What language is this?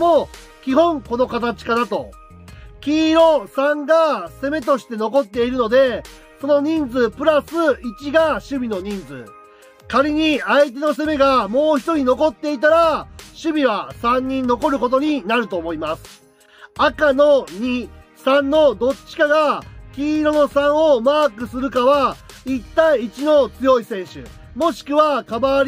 Japanese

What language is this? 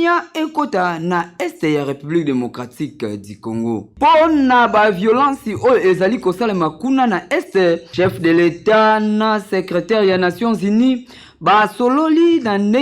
Lingala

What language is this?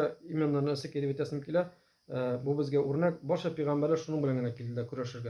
Tatar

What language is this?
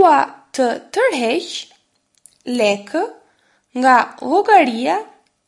Albanian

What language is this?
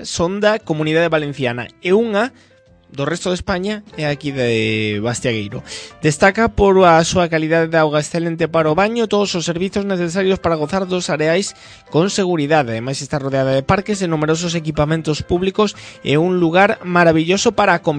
Galician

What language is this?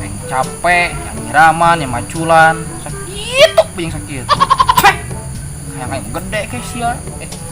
Sundanese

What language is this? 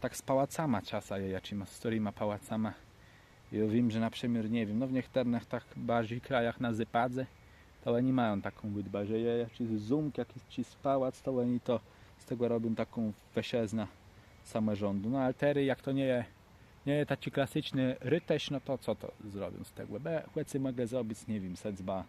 Kashubian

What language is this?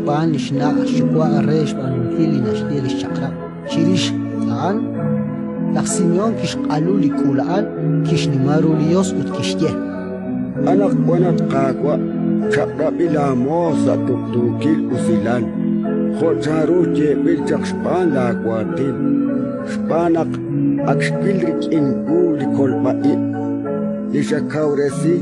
Kekchí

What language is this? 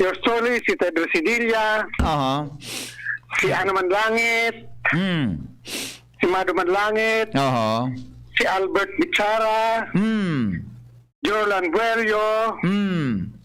Bikol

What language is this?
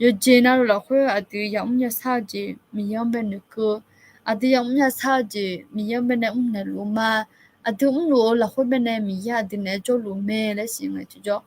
Akha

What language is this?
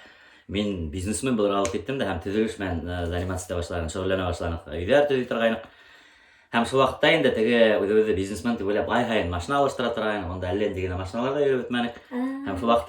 Bashkir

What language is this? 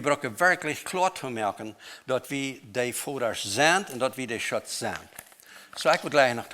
Plautdietsch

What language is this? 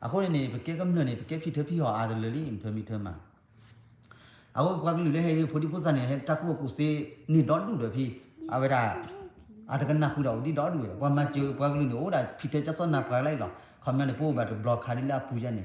S'gaw Karen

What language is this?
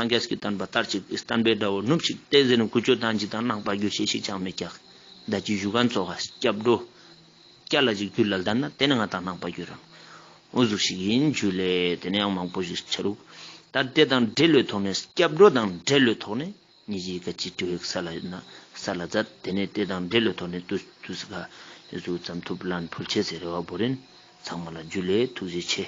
Ladakhi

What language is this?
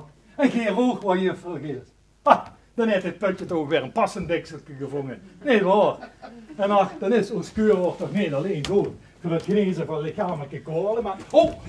Limburgish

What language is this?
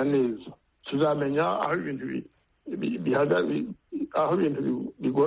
Kinyarwanda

